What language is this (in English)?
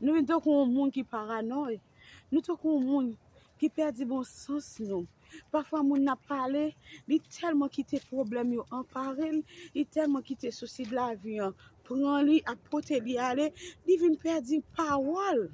Haitian Creole